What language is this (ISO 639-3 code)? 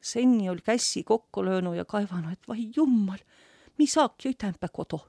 vro